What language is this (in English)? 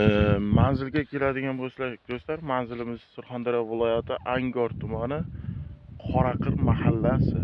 Uzbek